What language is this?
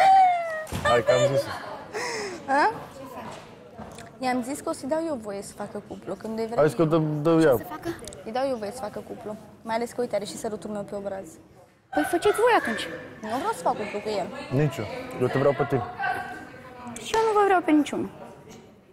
Romanian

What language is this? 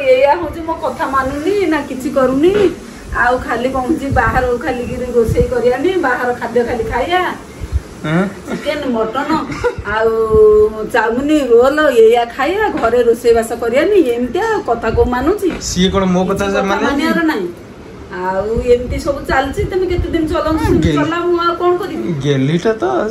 Odia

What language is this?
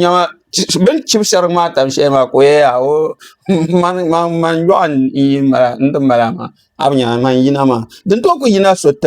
Dagbani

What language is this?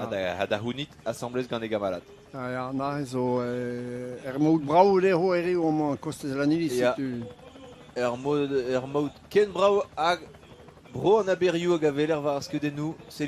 Breton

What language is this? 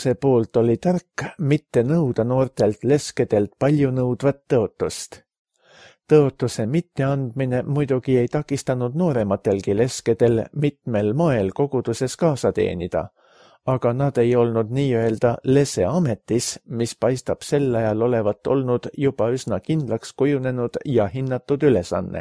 Estonian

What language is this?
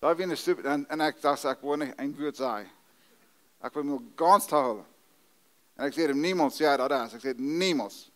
Plautdietsch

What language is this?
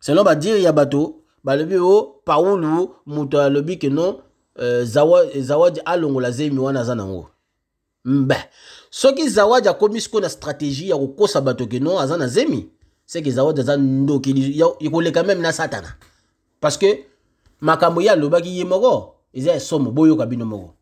Lingala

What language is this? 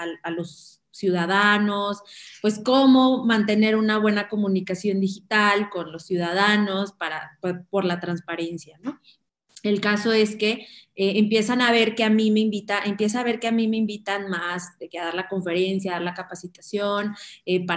Spanish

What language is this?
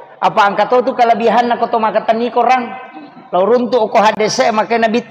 Buginese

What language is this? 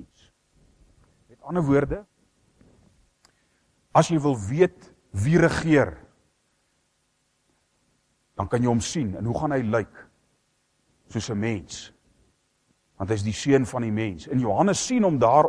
Afrikaans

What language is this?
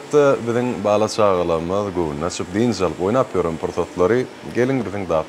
Turkmen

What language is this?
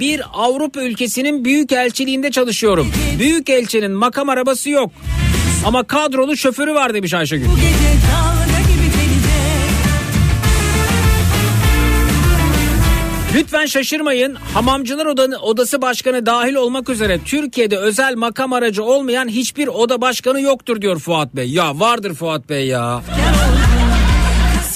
Turkish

